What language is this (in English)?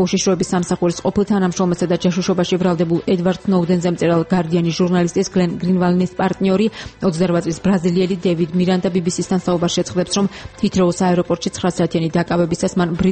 Georgian